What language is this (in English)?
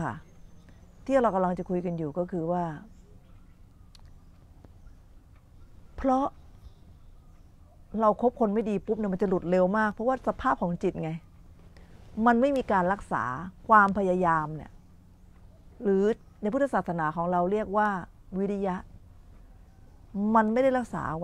Thai